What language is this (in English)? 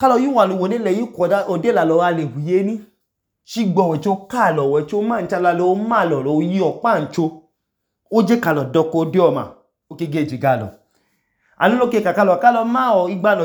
Idoma